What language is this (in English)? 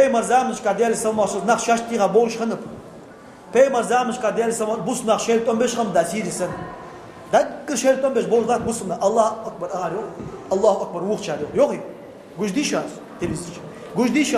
Ingush